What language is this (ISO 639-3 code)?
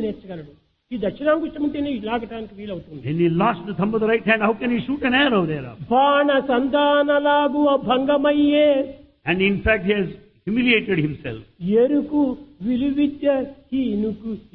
tel